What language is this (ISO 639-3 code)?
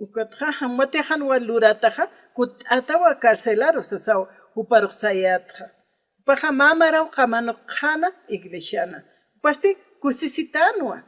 aym